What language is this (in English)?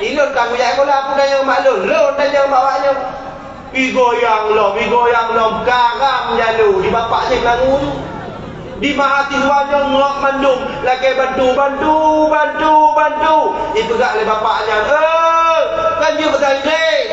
Achinese